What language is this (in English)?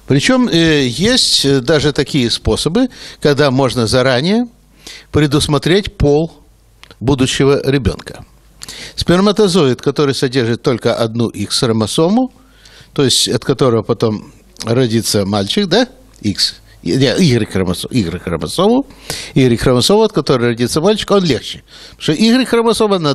Russian